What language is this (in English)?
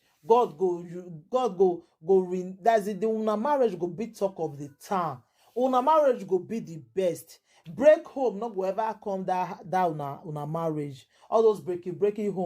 Nigerian Pidgin